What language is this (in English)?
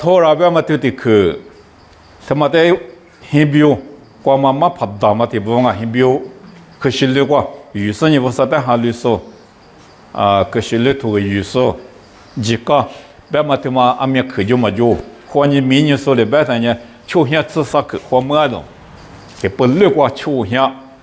Lisu